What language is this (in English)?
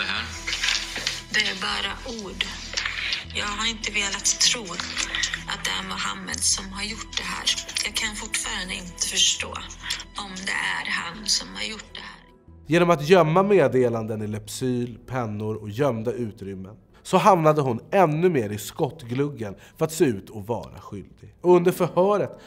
Swedish